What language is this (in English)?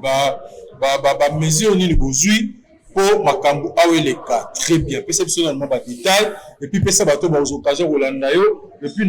Lingala